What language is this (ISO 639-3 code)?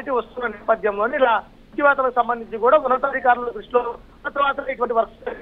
tel